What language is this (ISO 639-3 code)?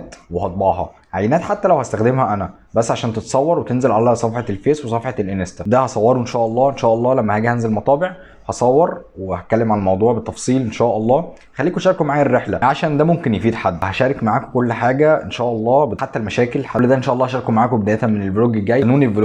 arz